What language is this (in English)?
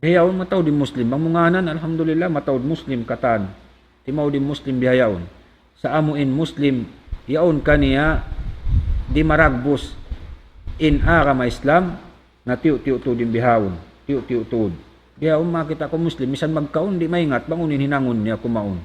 Tausug